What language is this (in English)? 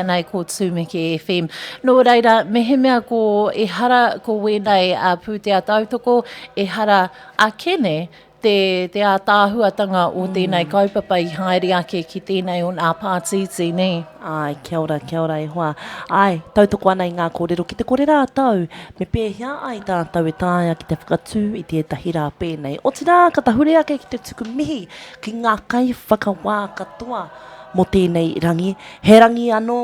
Māori